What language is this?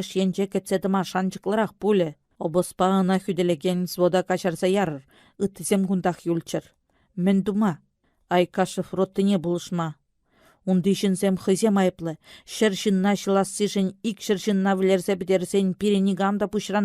Chuvash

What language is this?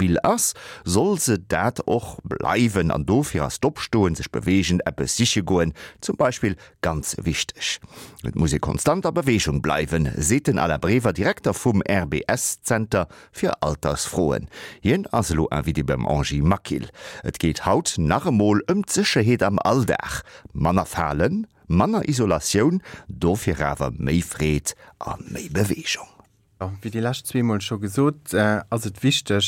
Luxembourgish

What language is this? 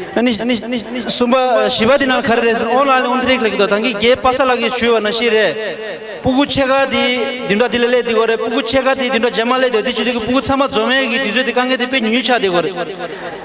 Tibetan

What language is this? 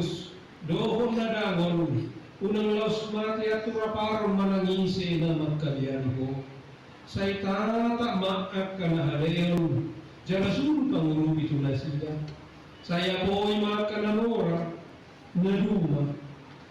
Batak Toba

